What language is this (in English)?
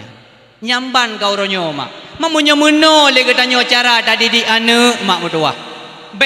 Achinese